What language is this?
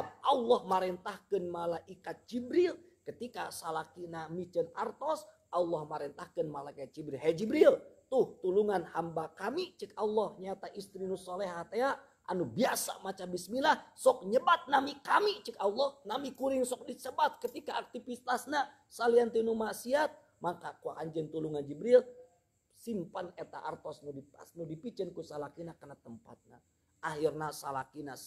Sundanese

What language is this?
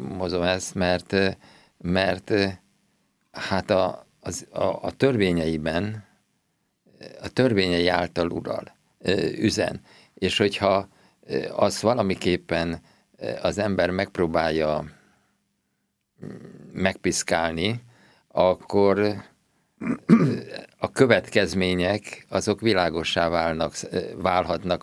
Hungarian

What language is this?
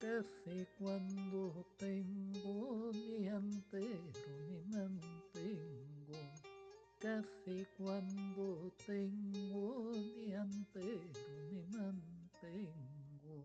Ladino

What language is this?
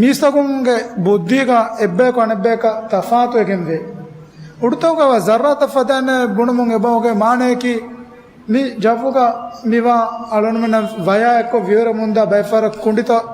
Divehi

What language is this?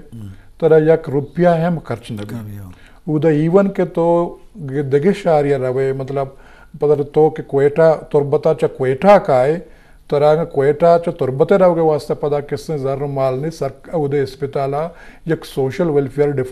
Eastern Balochi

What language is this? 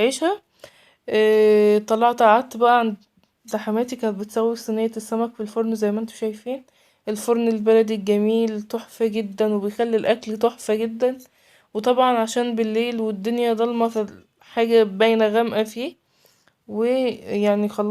Egyptian Arabic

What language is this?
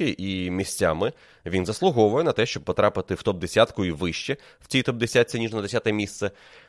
Ukrainian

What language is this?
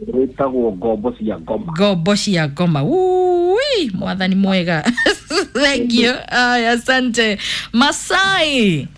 Kikuyu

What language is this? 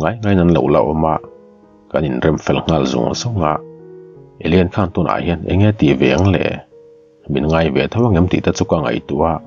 Mizo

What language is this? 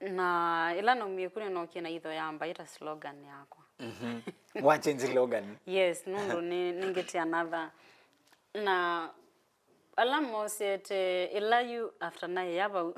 Kamba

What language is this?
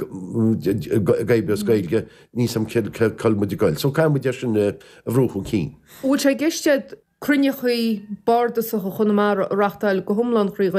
Irish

